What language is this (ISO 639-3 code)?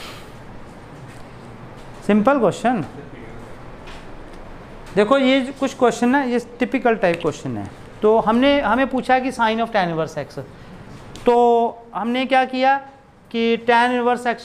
hin